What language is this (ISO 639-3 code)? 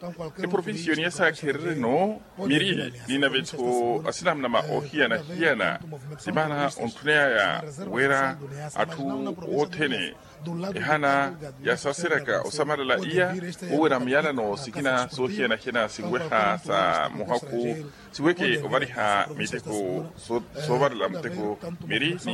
vmw